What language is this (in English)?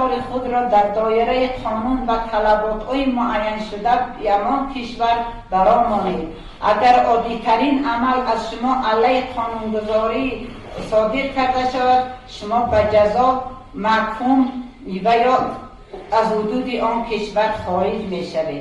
Tajik